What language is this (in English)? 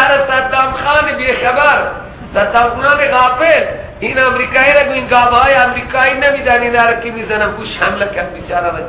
Persian